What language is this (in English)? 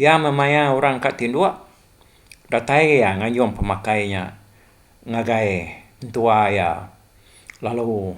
Iban